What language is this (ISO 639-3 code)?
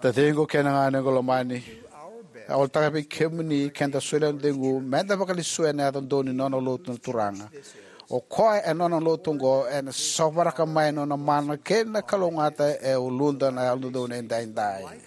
fij